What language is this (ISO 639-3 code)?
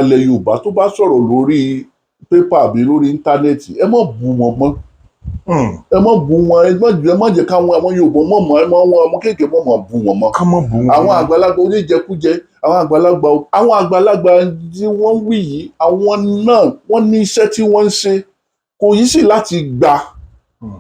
yor